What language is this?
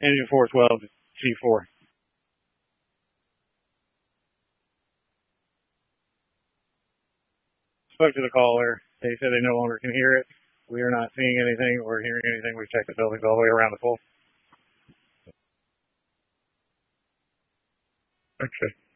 English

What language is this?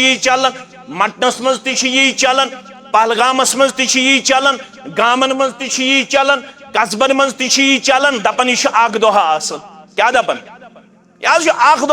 Kashmiri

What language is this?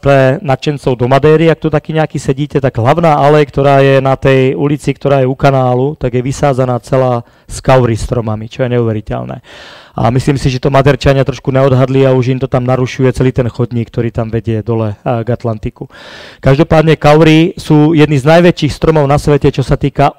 Slovak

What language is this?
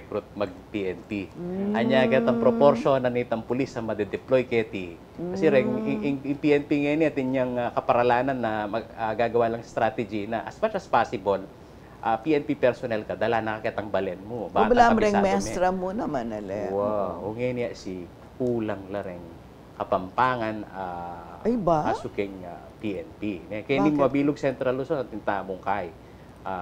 Pampanga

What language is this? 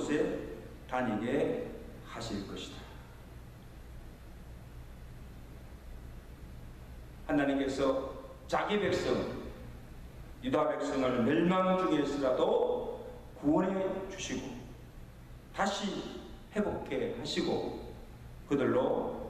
Korean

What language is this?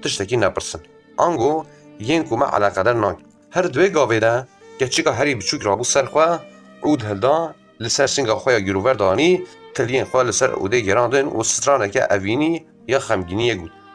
Kurdish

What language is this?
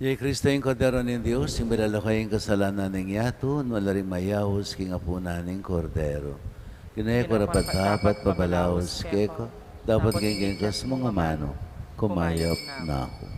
Pampanga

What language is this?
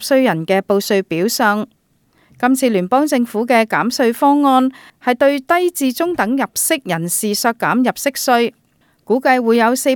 Cantonese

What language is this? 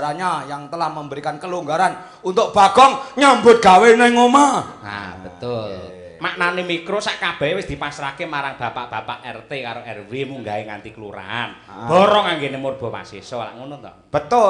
Javanese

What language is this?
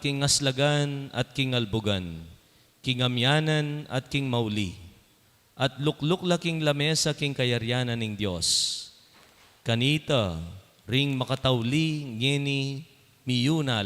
Pampanga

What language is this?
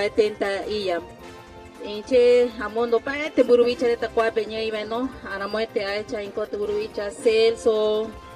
Guarani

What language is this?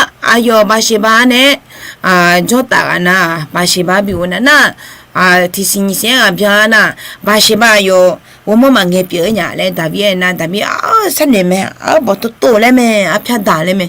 Akha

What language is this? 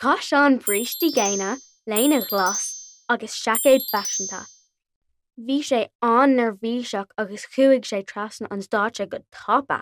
Irish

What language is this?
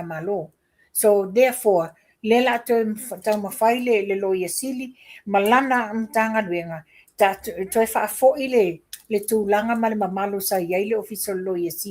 Samoan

